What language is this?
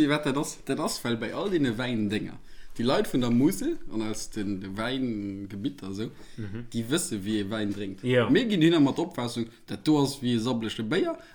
Luxembourgish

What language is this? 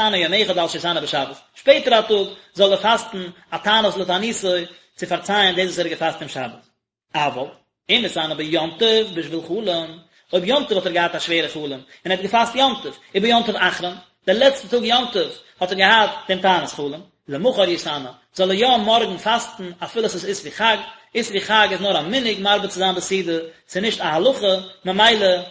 Yiddish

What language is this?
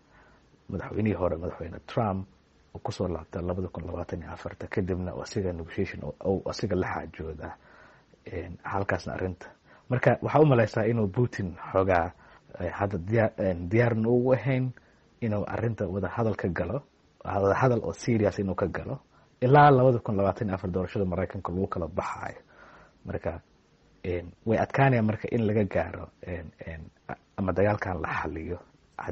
Somali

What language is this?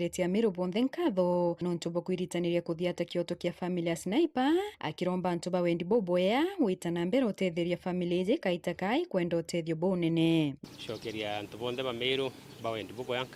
Meru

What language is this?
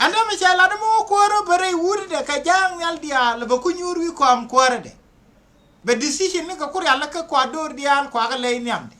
Nuer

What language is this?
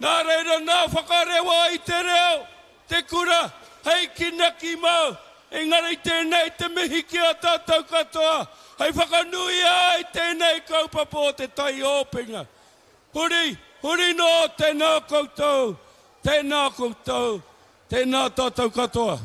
Māori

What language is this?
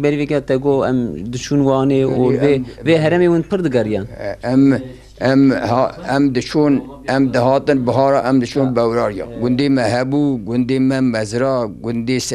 Kurdish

